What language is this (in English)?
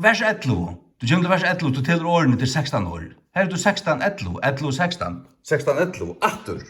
Faroese